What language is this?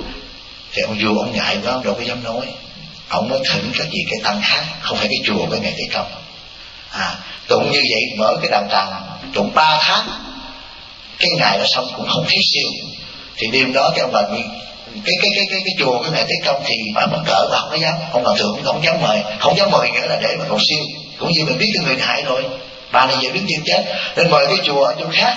Vietnamese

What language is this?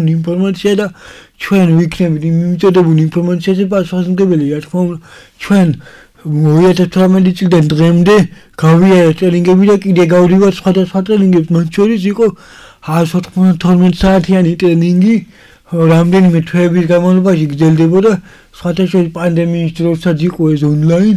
Georgian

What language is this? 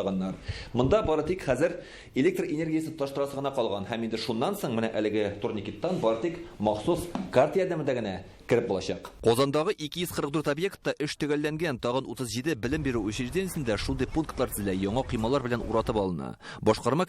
Tatar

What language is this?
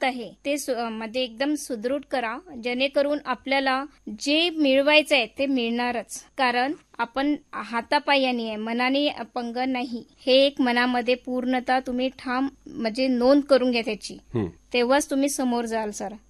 Marathi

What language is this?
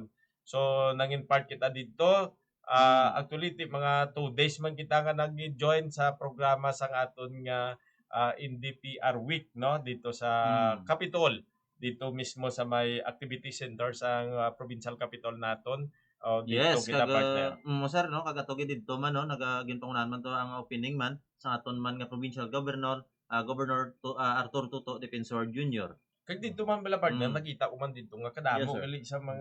Hiligaynon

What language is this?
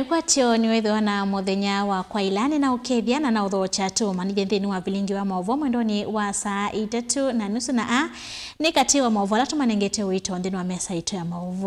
Kamba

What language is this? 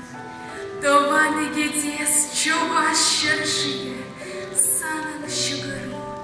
Chuvash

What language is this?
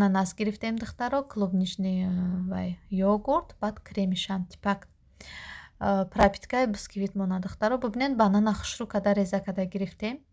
Tajik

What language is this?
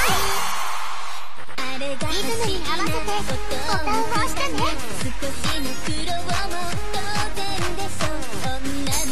Japanese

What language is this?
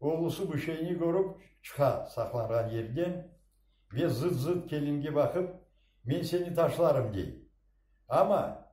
Crimean Tatar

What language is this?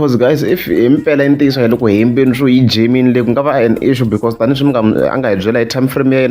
Tsonga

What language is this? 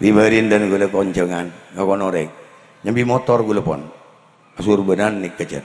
Madurese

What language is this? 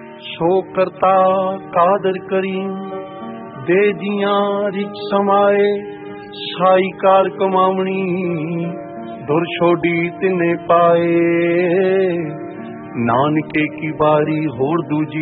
Punjabi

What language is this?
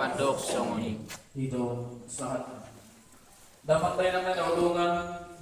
Batak Toba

